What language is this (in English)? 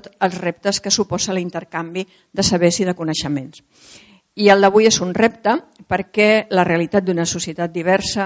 Catalan